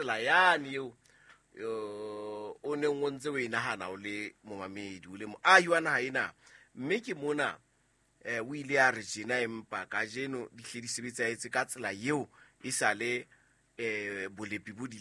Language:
Southern Sotho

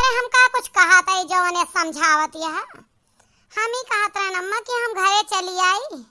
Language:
Awadhi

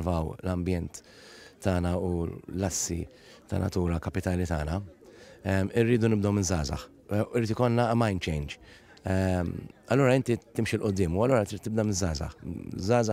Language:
Maltese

